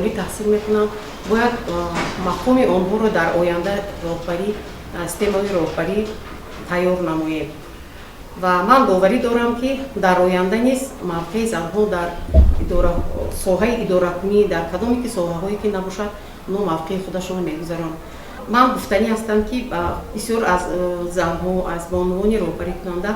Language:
Tajik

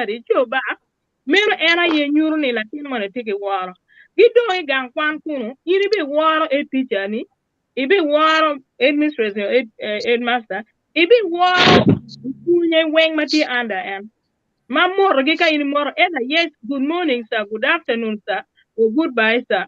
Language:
Acoli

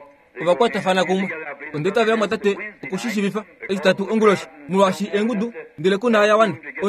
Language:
Kuanyama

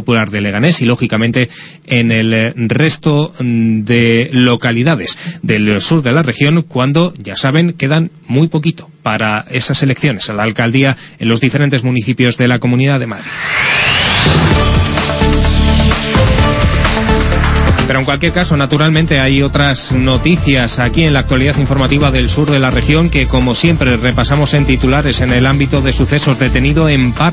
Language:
Spanish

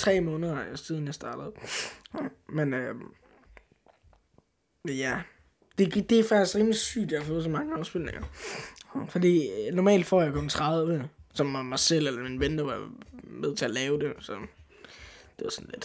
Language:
Danish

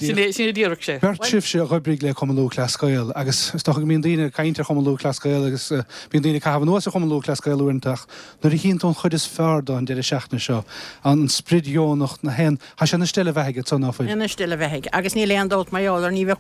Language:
Irish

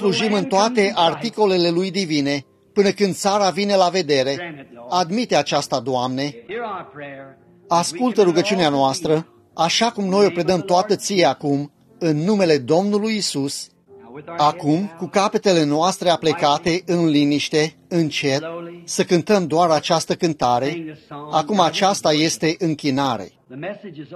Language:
Romanian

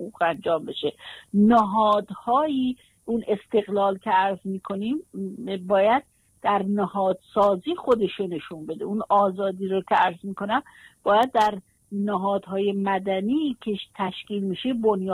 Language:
Persian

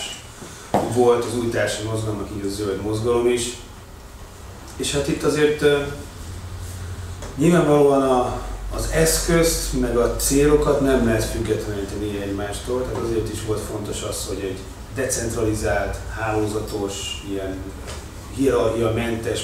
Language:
Hungarian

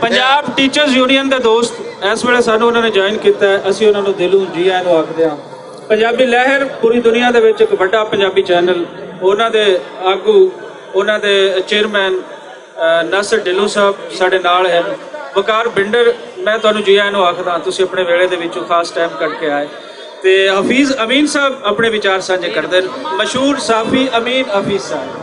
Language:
Western Panjabi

